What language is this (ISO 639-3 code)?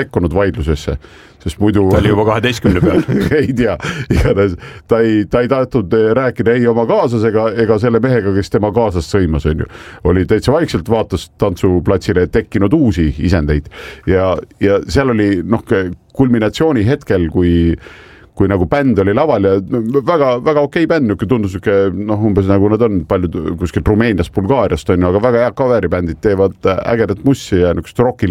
est